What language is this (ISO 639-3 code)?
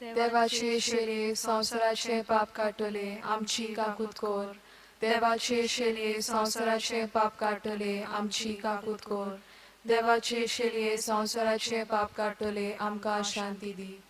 kok